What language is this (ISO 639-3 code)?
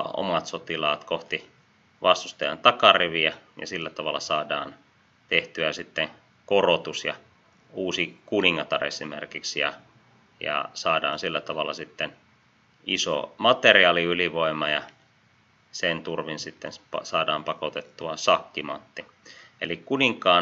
fin